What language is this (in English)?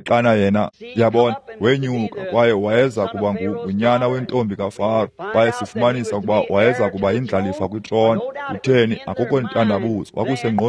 Xhosa